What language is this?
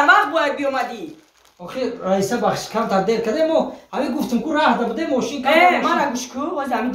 Tajik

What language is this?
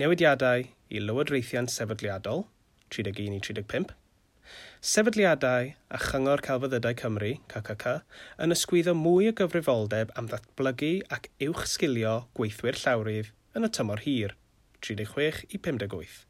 Welsh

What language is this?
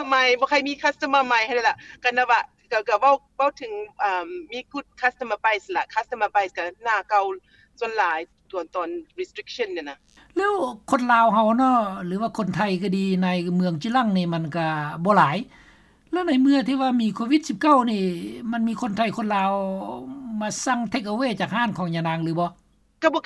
Lao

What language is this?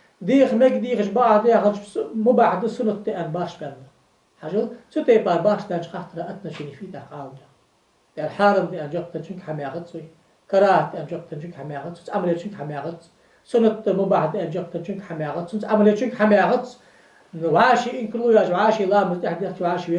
Ingush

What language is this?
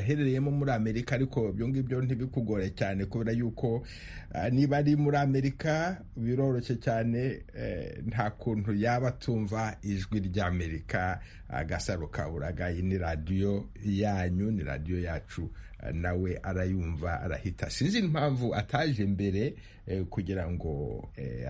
Kinyarwanda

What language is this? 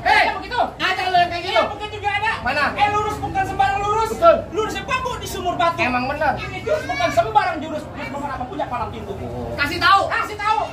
Betawi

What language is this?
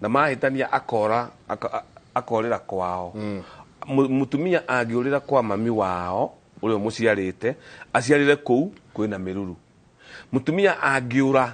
Kikuyu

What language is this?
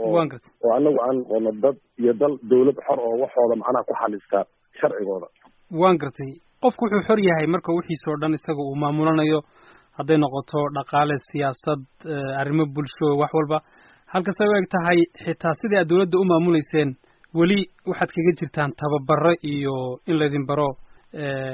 Somali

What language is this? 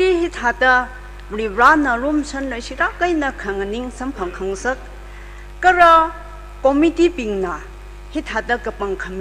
Tangkhul Naga (India)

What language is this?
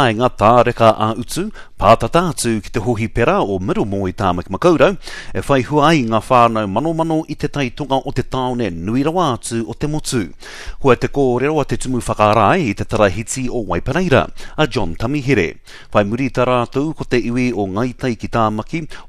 Māori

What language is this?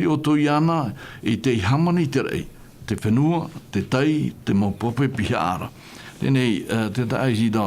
Tahitian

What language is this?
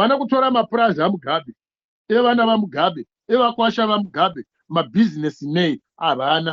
Shona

